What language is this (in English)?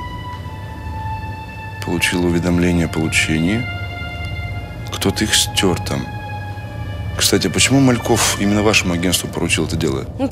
Russian